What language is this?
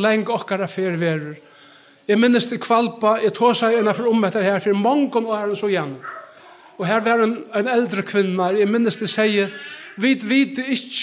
Faroese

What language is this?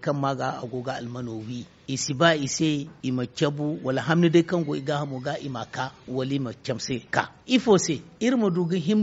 Zarma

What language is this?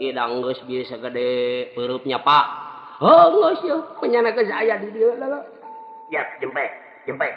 Sundanese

